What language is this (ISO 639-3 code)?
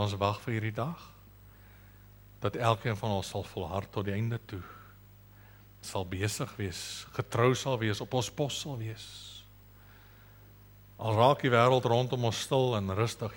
afr